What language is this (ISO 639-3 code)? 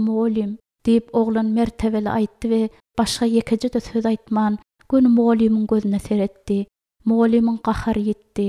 tuk